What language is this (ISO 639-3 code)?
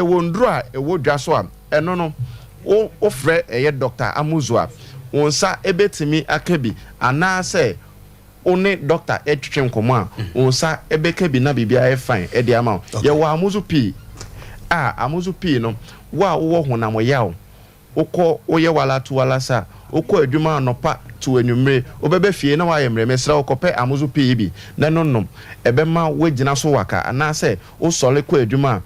aka